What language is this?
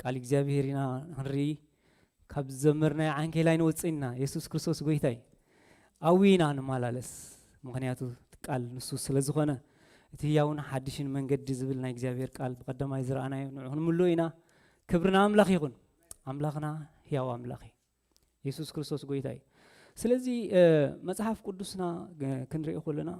Tigrinya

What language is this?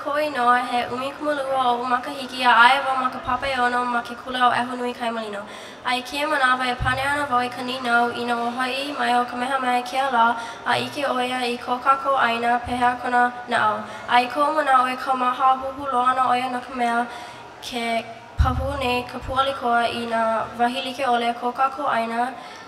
Hawaiian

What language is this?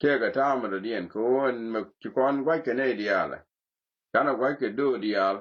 Nuer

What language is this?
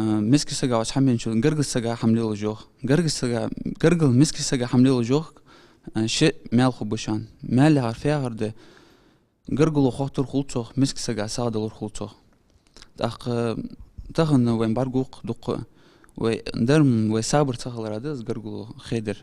Ingush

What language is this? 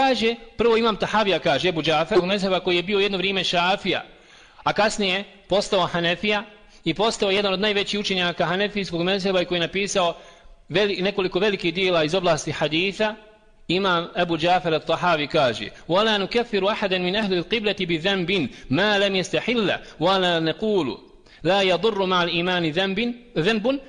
Bosnian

